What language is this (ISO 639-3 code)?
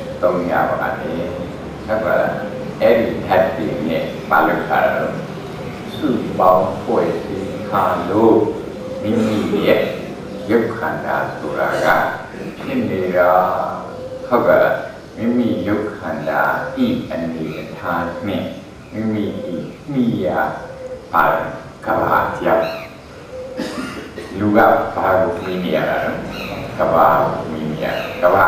mya